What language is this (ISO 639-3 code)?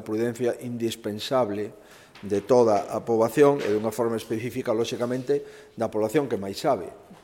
glg